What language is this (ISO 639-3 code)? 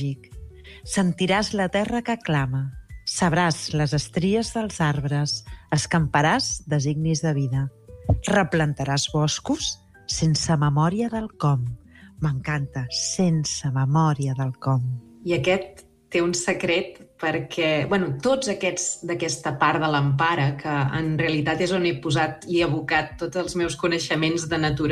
cat